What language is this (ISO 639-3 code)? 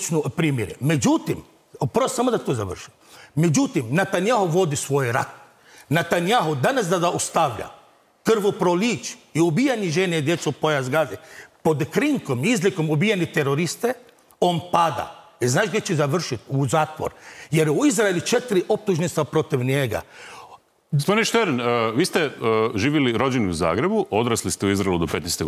hrv